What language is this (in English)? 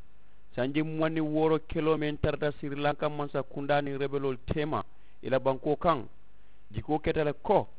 Mandingo